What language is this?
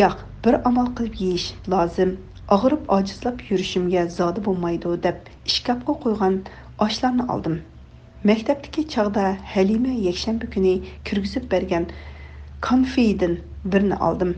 Uyghur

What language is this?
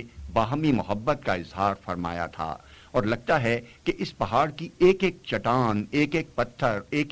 Urdu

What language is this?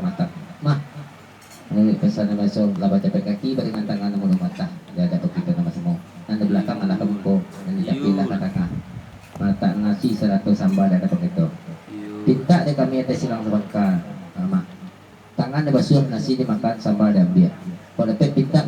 Minangkabau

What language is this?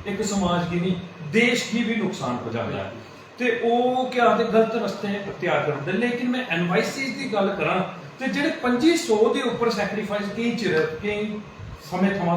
Dogri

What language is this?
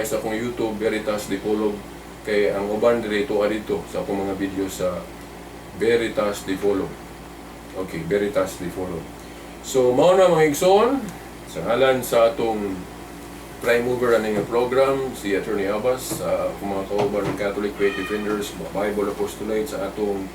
Cebuano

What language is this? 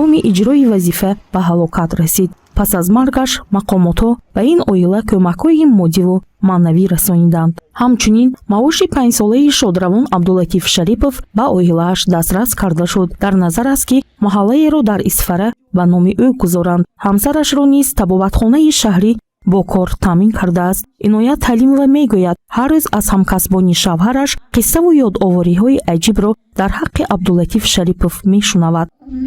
Tajik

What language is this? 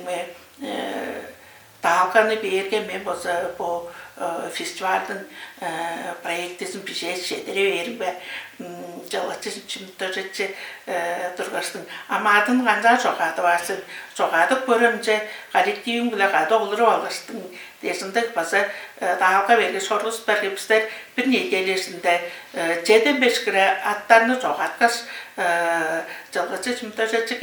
Tuvinian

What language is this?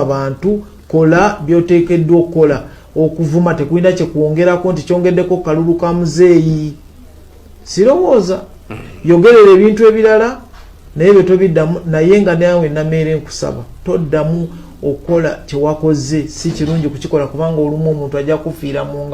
Ganda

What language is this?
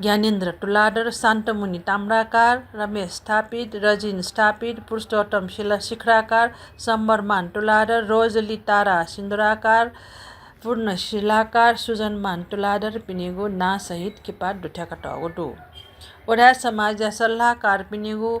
Newari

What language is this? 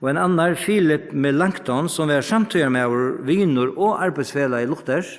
Faroese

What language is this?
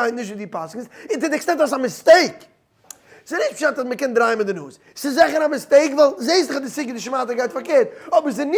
Yiddish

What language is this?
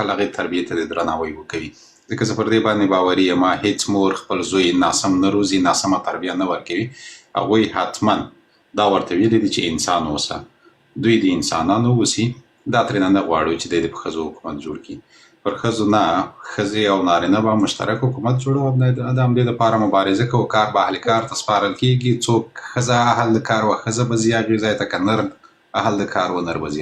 Pashto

